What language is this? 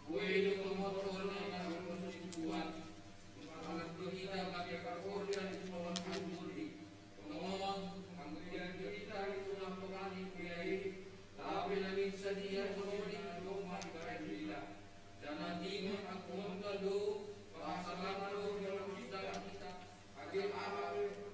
Batak Simalungun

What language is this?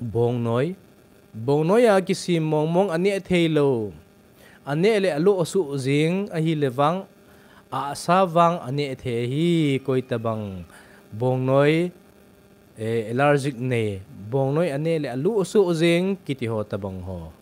Thado Chin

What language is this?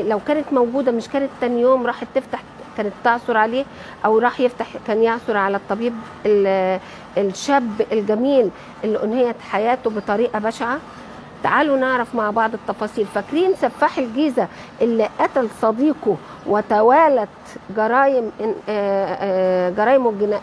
Egyptian Arabic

